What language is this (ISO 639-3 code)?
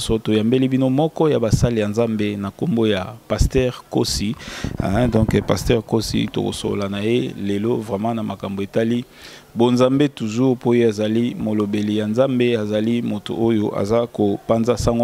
lin